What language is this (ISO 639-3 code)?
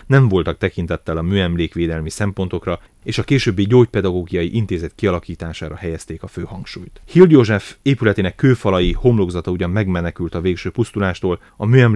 hun